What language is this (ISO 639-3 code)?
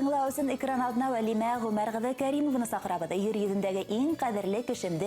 bak